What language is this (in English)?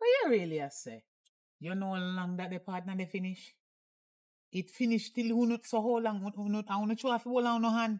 Jamaican Creole English